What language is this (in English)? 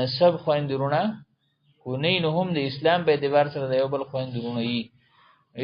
Pashto